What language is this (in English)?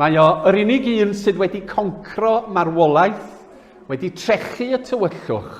Welsh